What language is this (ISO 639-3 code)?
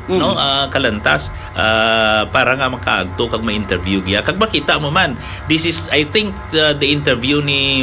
hil